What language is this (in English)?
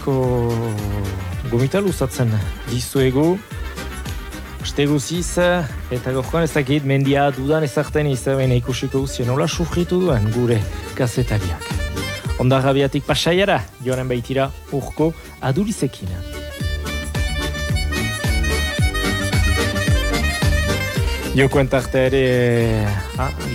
Basque